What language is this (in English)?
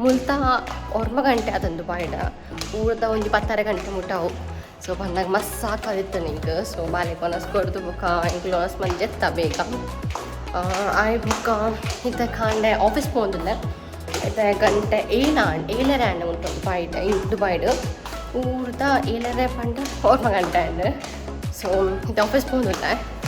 Tulu